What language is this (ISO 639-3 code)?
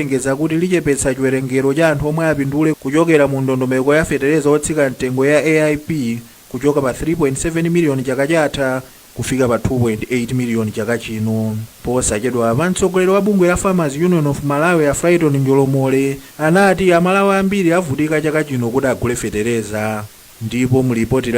nya